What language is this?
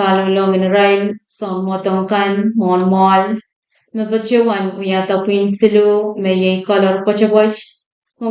Pohnpeian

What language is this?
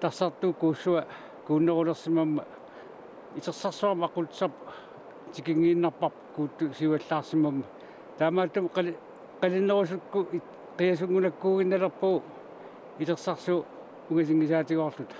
Kalaallisut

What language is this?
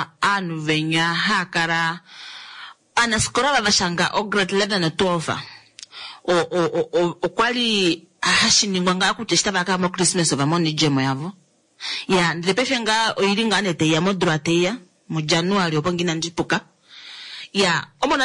Kuanyama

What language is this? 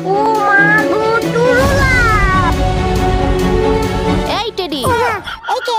Bangla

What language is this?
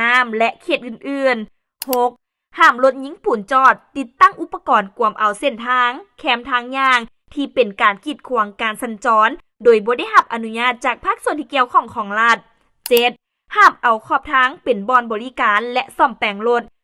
Lao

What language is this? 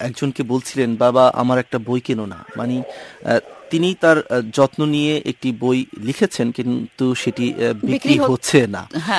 Bangla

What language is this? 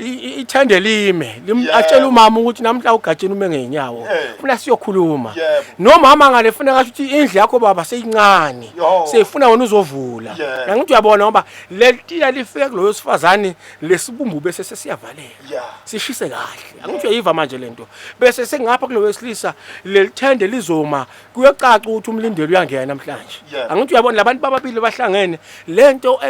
Zulu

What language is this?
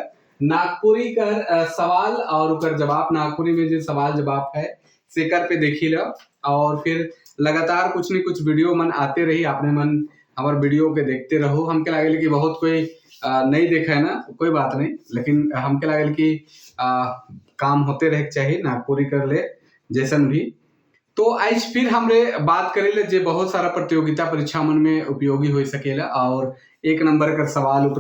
Sadri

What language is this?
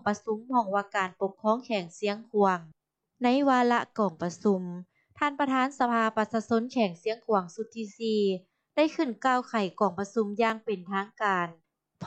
Lao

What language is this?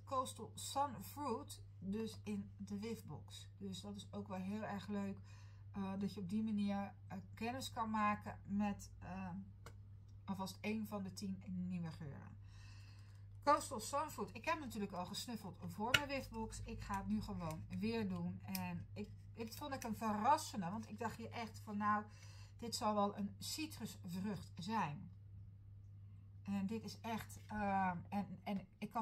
Dutch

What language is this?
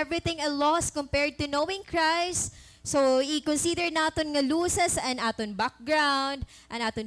Waray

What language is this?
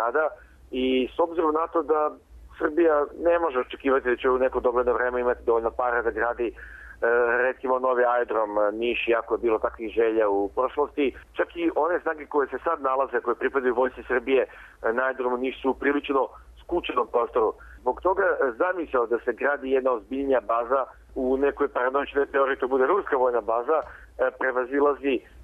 Serbian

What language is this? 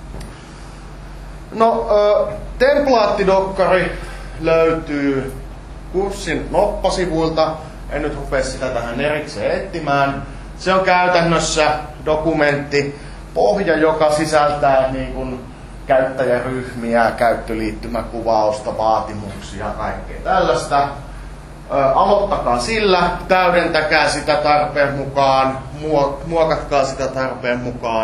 Finnish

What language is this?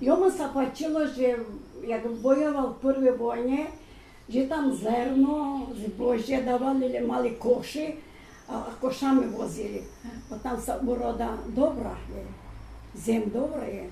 Rusyn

